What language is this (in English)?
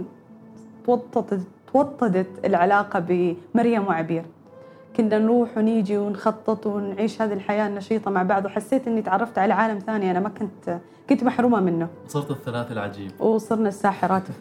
Gulf Arabic